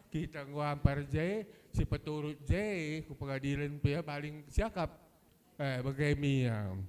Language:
Batak Karo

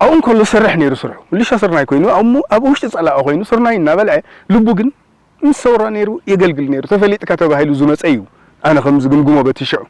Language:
Tigrinya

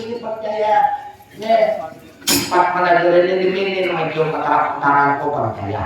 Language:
Banjar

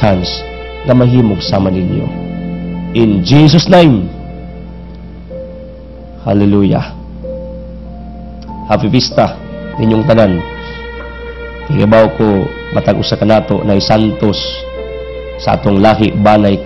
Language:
Cebuano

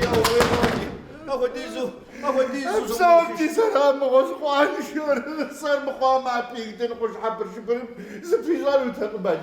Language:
Kabardian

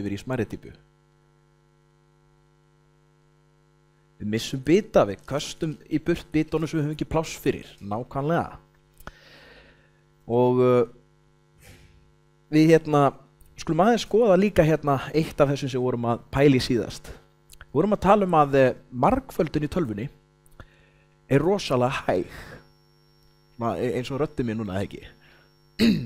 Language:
Icelandic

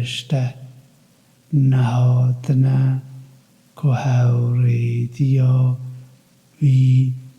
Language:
Kurdish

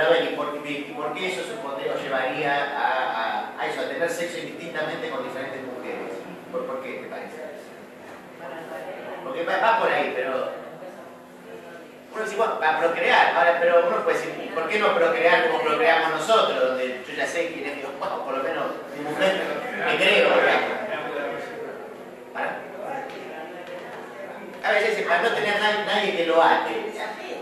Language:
Spanish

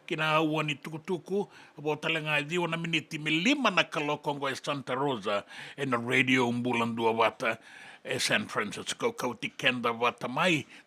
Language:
Fijian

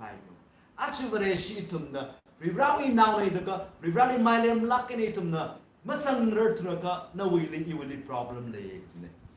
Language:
Tangkhul Naga (India)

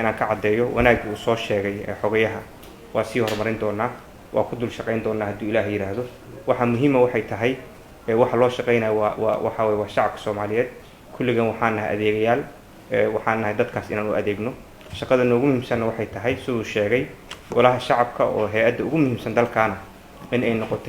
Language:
Somali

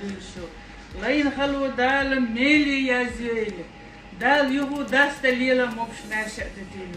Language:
Chechen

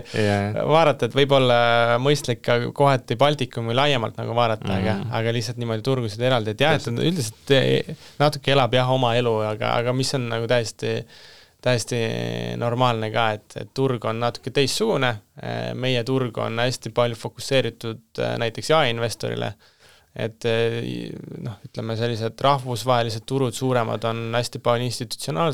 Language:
Estonian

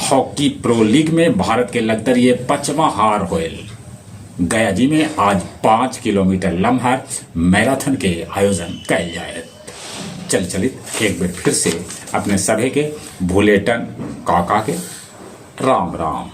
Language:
Magahi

